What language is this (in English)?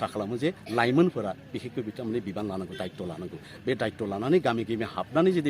Bodo